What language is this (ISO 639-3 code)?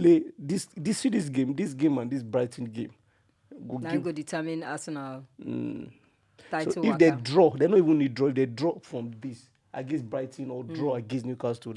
pcm